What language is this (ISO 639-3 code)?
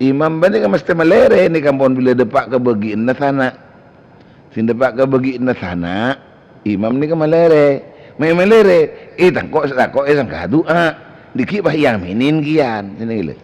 mad